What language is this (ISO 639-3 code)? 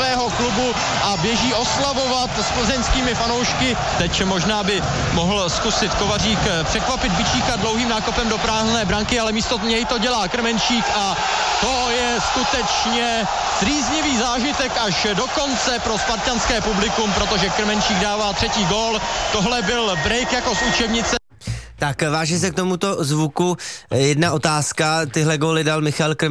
ces